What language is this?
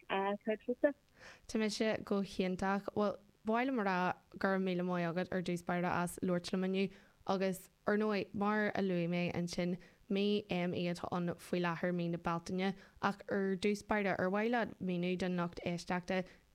Irish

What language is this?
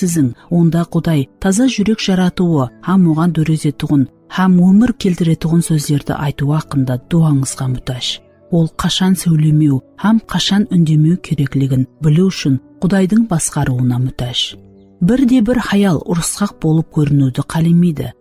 Kara-Kalpak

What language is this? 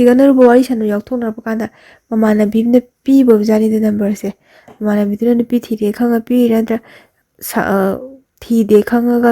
Manipuri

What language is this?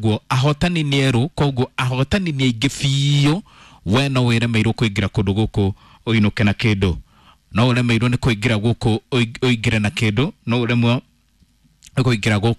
Kikuyu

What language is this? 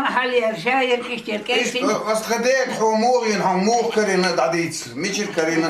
Chechen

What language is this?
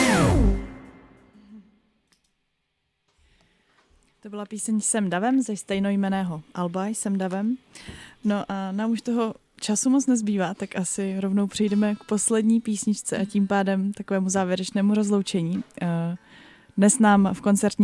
Czech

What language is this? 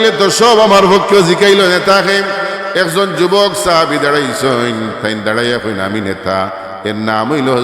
Sylheti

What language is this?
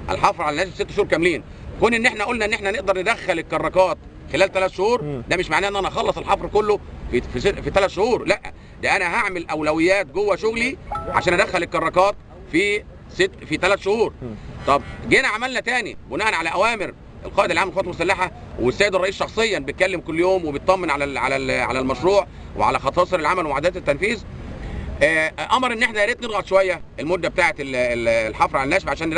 Egyptian Arabic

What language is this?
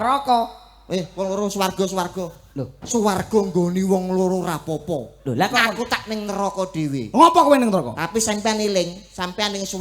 Javanese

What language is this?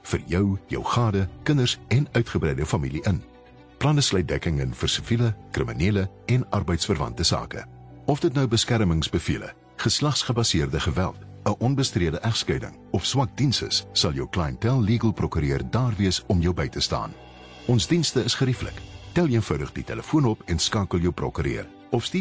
Afrikaans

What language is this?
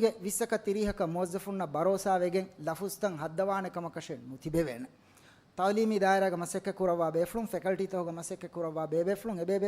Divehi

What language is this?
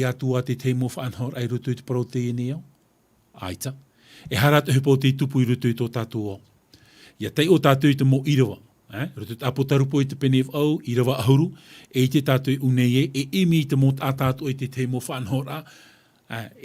Tahitian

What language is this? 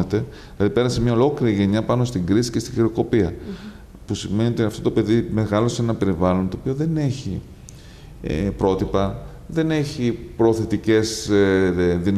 Greek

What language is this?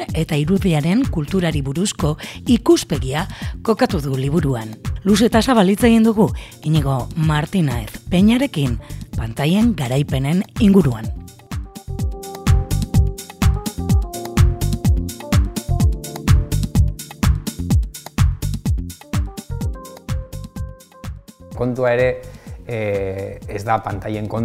Basque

